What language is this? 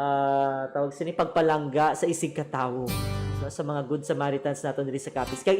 Hiligaynon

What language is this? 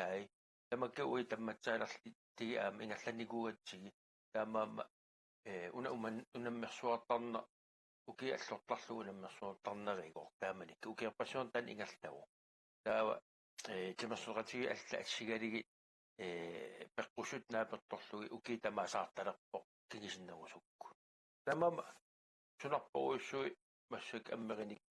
Kalaallisut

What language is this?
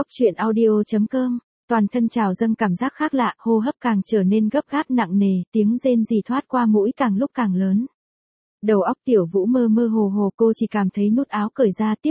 Vietnamese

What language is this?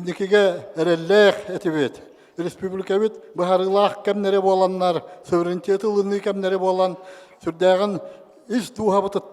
Yakut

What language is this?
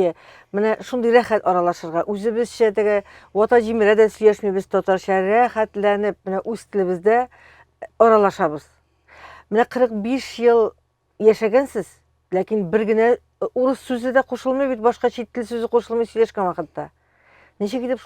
Tatar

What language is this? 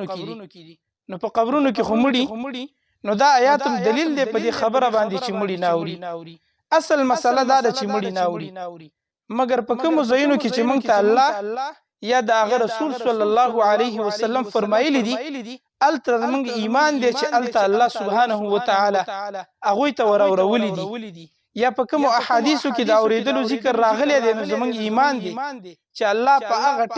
Pashto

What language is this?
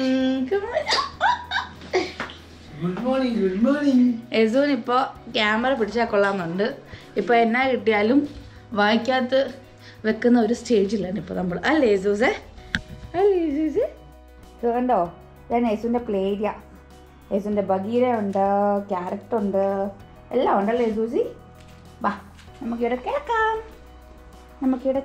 Malayalam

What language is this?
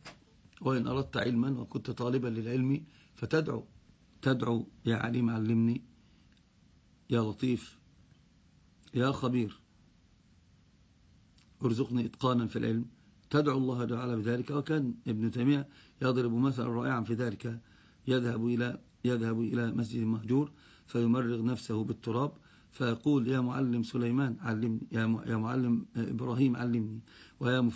Arabic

